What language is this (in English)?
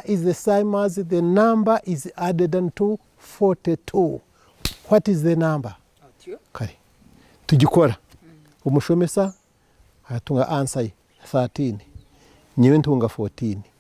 Nyankole